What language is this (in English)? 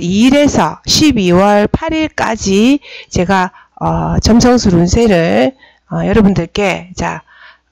Korean